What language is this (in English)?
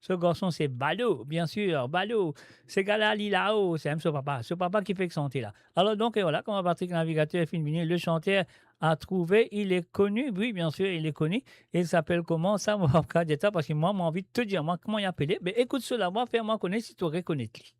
Morisyen